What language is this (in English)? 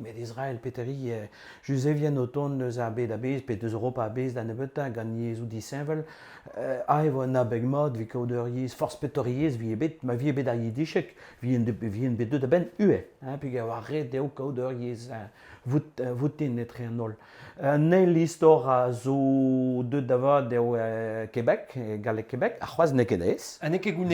Breton